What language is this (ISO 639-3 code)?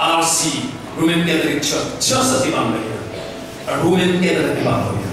ctd